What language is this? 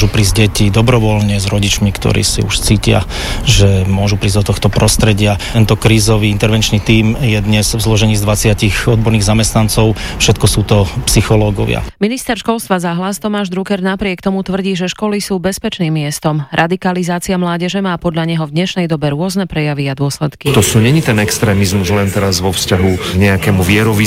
Slovak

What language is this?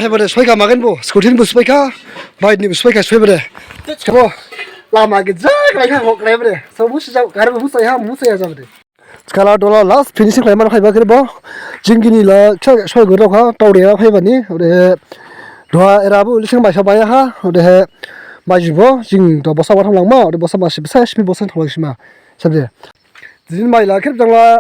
Dimasa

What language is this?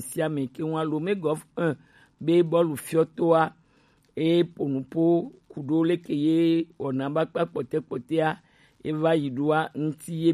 Gen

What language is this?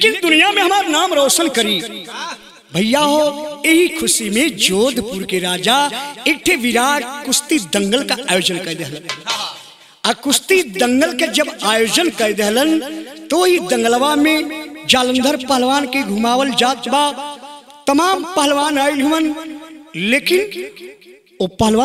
Bhojpuri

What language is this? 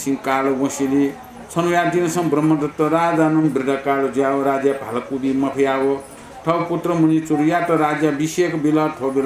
Newari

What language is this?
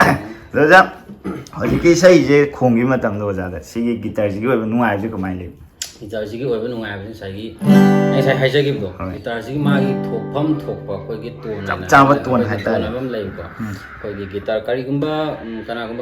Manipuri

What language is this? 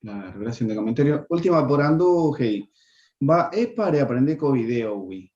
Guarani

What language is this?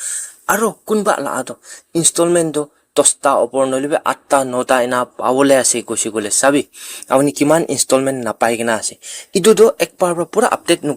Naga Pidgin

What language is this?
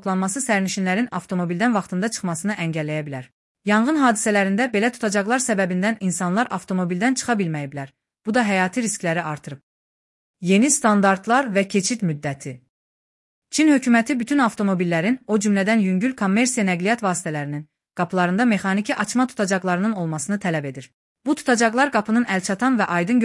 Azerbaijani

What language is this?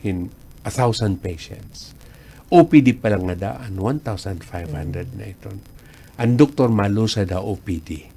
Waray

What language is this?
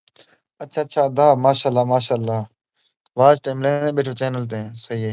Saraiki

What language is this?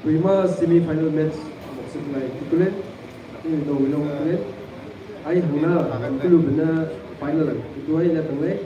Maram Naga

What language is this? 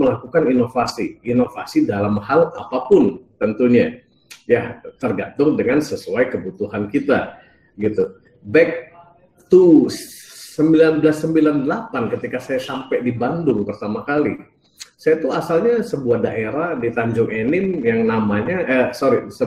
Indonesian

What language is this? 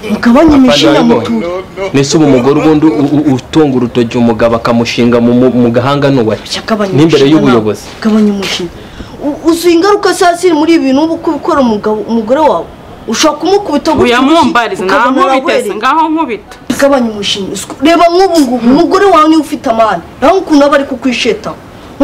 Kinyarwanda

